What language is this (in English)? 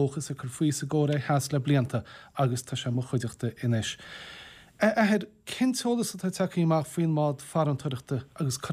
Irish